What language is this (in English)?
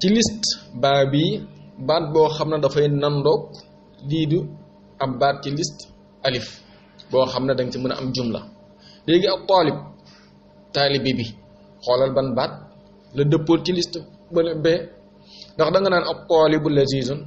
Wolof